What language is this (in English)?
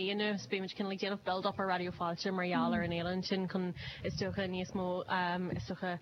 Irish